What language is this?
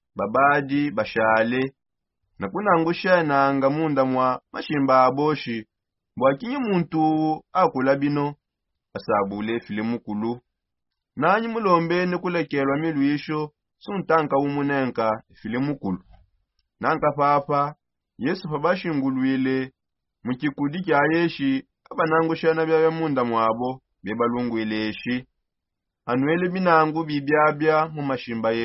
Songe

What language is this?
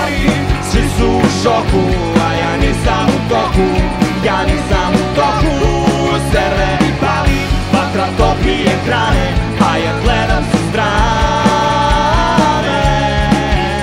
Serbian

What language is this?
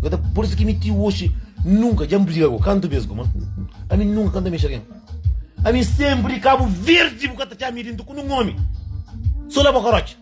Kabuverdianu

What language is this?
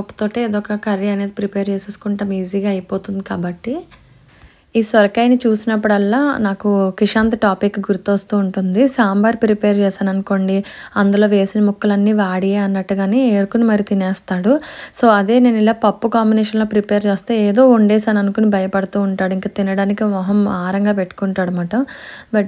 Telugu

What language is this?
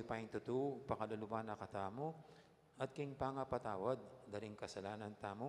Pampanga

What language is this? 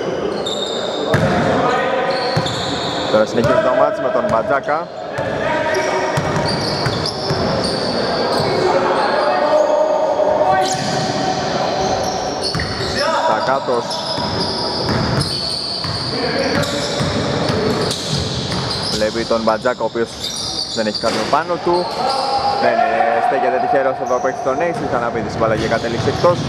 Greek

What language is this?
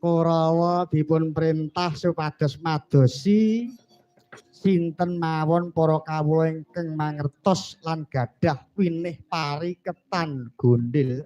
Javanese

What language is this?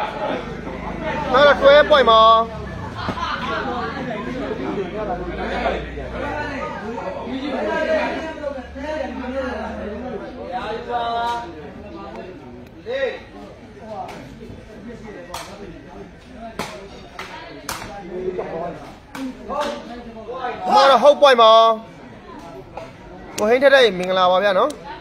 Burmese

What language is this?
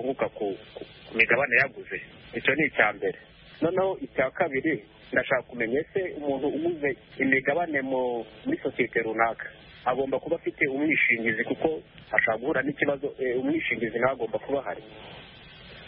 Kinyarwanda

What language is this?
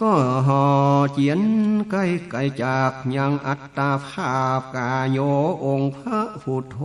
Northern Thai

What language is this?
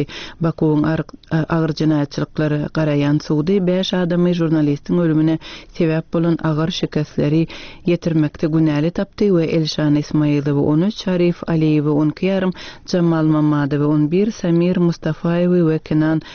Turkmen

